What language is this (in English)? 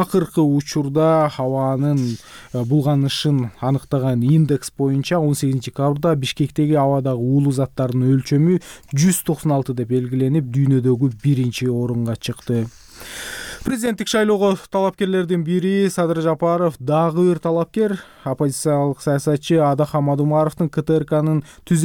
Kyrgyz